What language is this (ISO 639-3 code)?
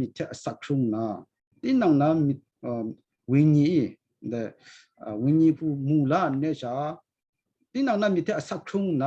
kac